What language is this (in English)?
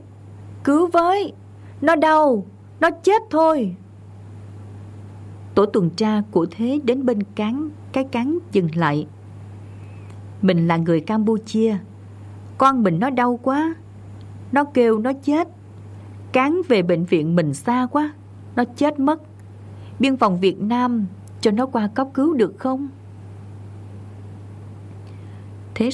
Vietnamese